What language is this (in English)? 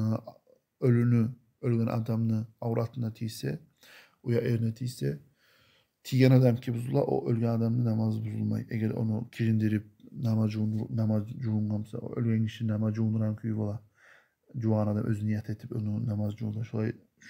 Kumyk